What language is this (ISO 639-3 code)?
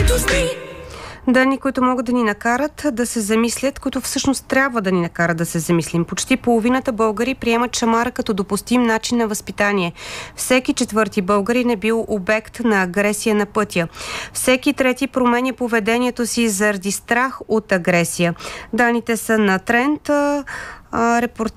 bul